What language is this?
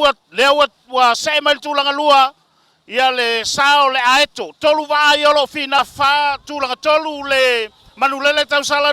Samoan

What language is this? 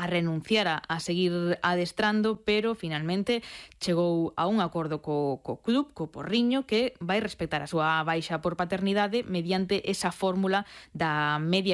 Galician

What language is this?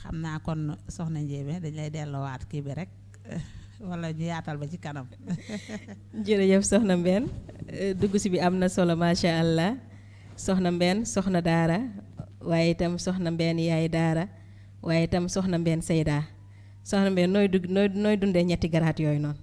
Wolof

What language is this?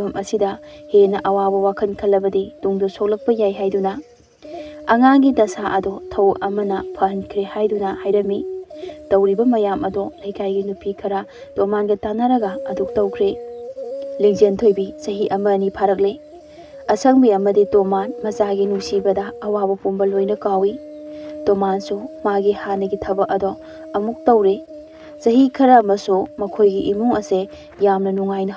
Manipuri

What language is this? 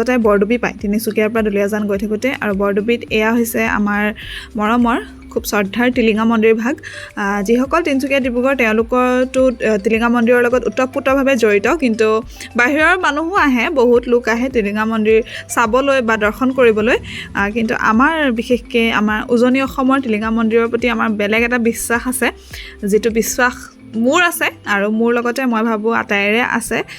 Assamese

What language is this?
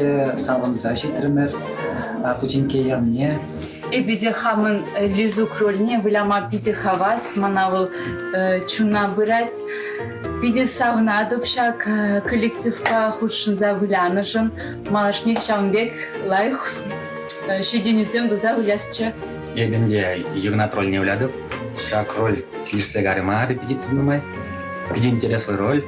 Chuvash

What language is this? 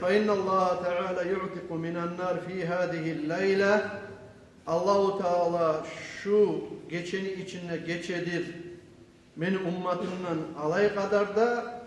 Kumyk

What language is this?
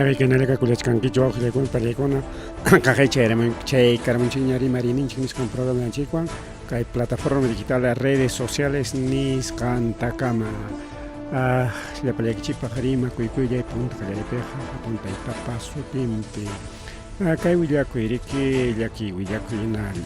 Ayacucho Quechua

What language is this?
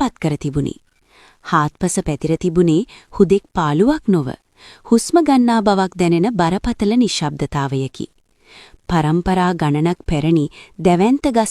Sinhala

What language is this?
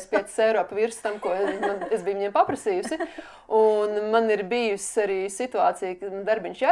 Latvian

